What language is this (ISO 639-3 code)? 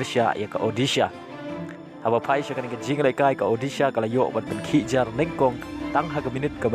kha